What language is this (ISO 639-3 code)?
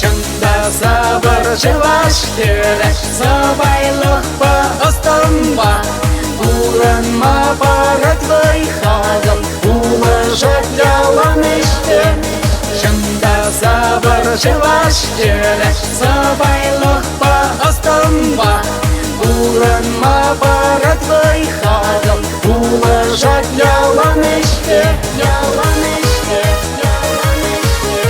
chv